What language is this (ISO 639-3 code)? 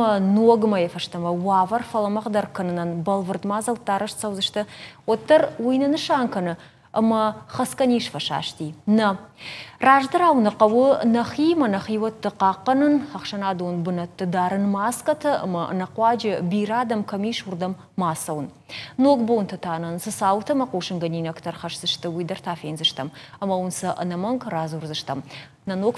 oss